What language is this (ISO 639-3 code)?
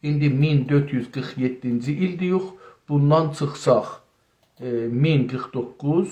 azb